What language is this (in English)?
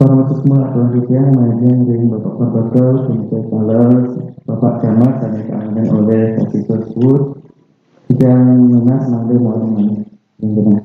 Balinese